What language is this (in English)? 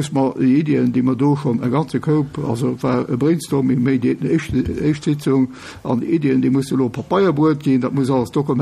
Luxembourgish